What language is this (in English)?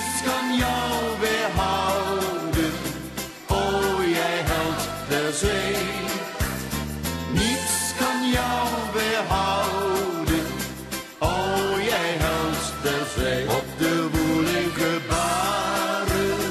Dutch